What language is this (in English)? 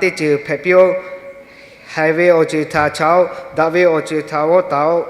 Lahu